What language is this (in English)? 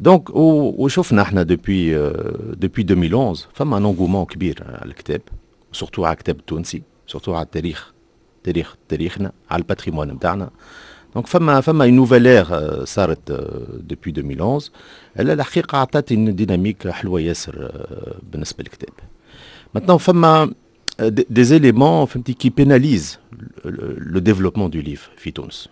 Tunisian Arabic